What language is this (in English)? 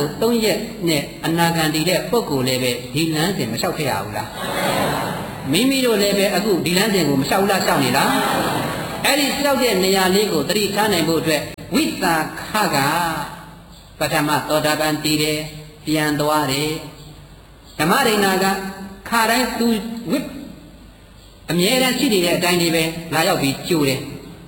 Burmese